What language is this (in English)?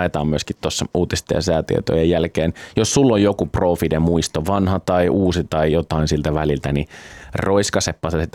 Finnish